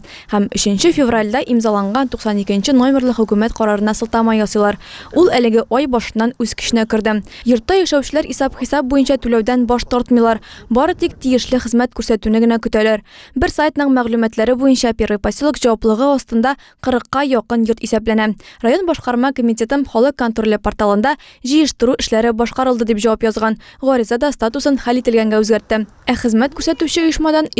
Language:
Tatar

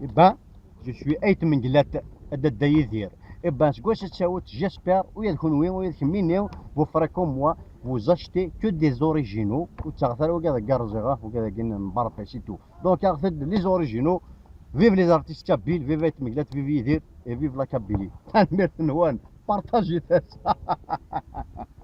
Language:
Kabyle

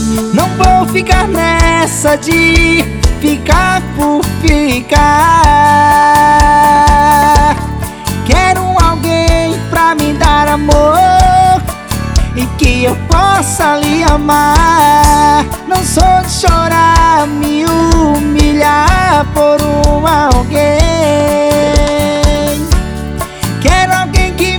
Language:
Portuguese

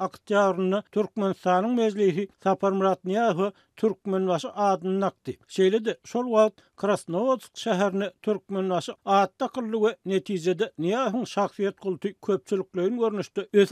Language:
Turkmen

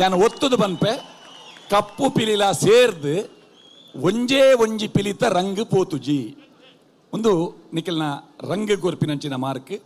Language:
Tulu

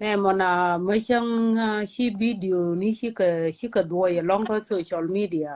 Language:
Nuer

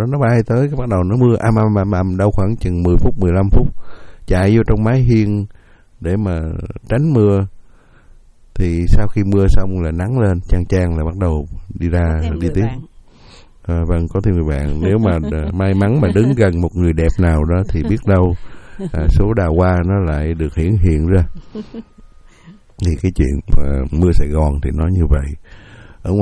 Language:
Vietnamese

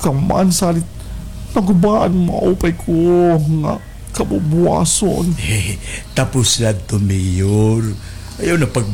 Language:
Waray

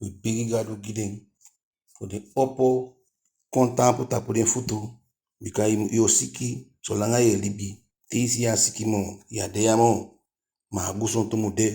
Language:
Eastern Maroon Creole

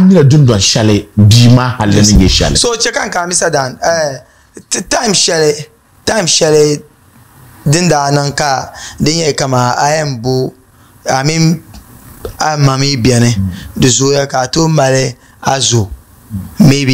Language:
Dagbani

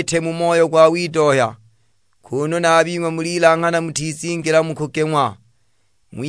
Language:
Sukuma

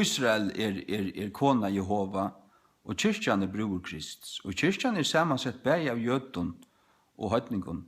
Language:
Faroese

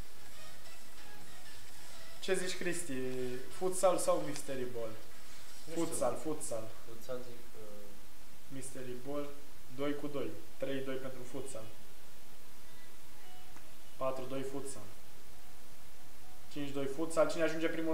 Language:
Romanian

